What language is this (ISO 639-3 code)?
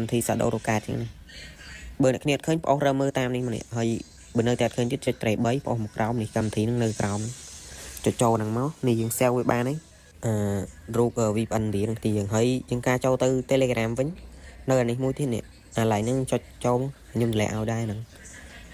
khm